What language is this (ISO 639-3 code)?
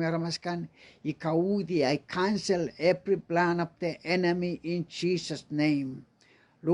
pon